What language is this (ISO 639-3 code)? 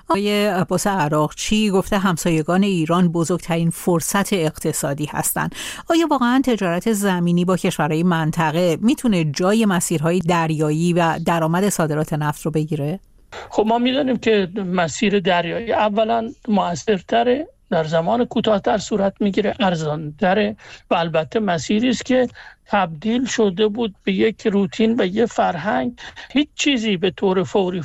fas